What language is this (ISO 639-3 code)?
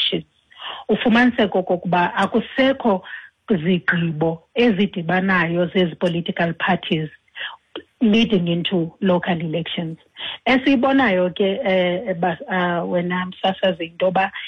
xho